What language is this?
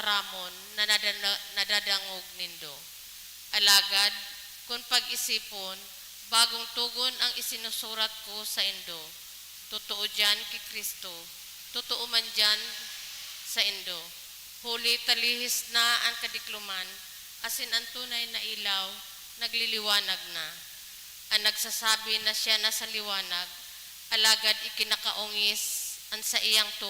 Bikol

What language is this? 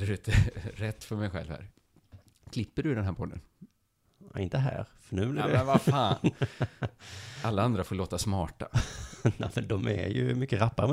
Swedish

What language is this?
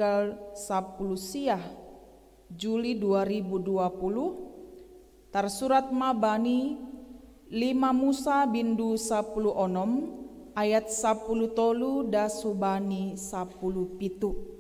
Batak Simalungun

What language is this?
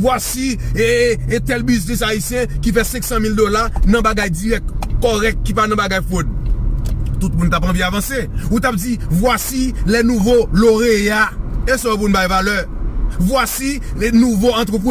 Haitian Creole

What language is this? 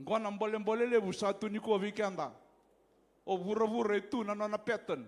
Fijian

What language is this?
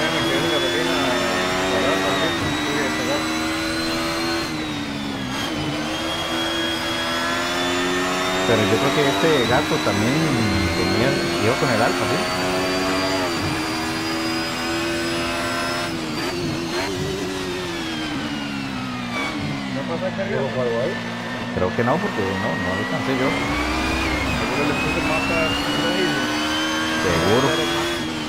Spanish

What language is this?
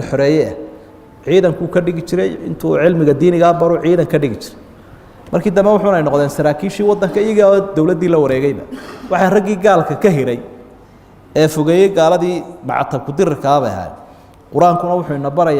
Somali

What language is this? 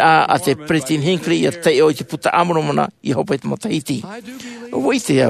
Tahitian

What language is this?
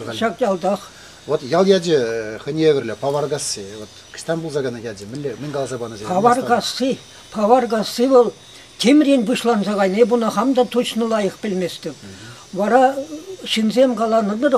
Chuvash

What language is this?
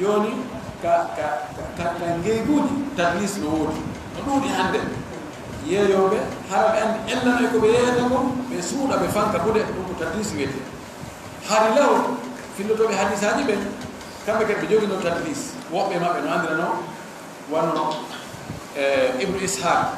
Fula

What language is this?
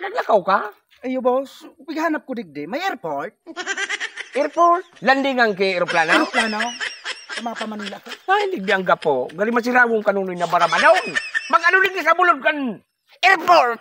Bikol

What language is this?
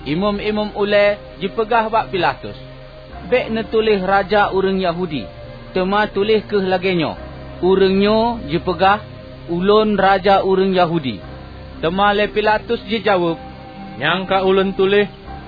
Achinese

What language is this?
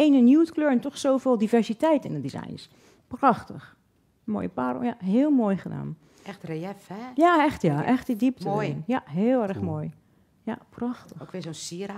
Dutch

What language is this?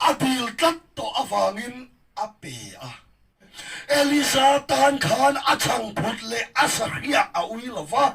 Mizo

